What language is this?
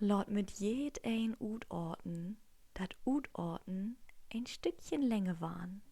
Low German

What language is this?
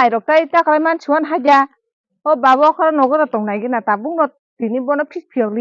Kok Borok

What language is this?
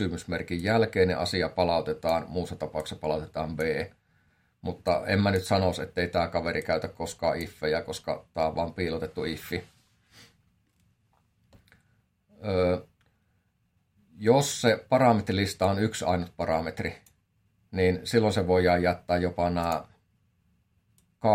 Finnish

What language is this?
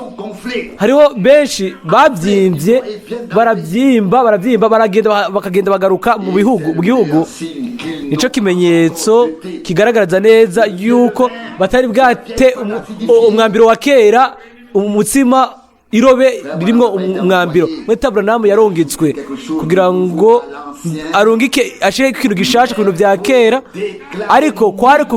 Rundi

